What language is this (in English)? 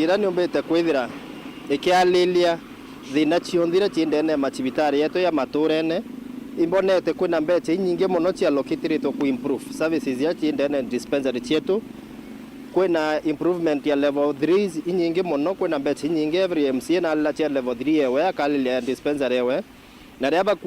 Meru